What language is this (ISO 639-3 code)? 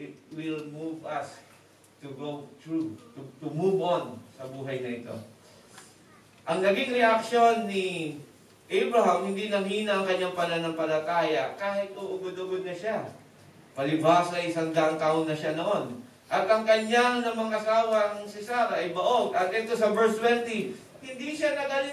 fil